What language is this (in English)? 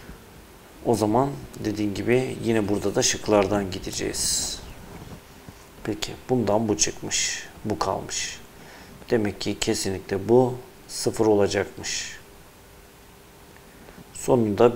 Turkish